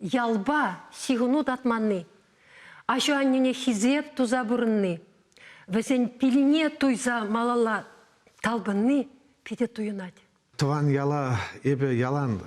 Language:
Chuvash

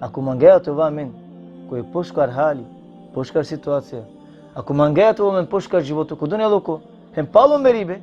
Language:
Balkan Romani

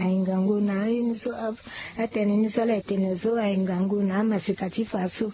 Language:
Sango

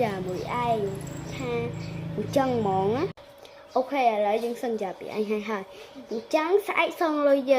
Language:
Khmer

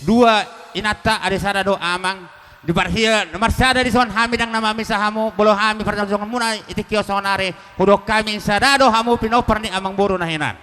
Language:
Batak Toba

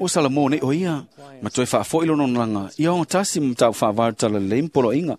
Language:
Samoan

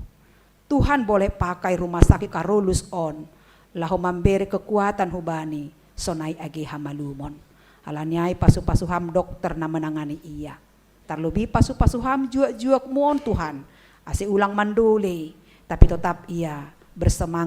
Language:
Batak Simalungun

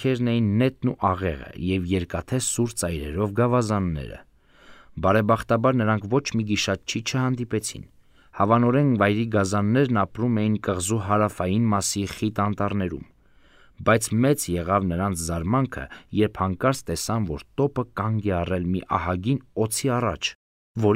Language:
Armenian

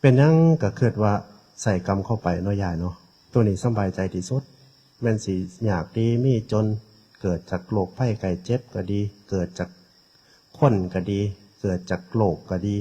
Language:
Northeastern Thai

